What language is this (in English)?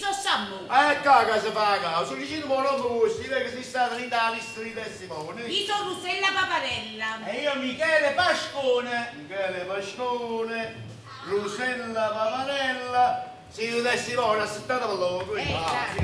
Neapolitan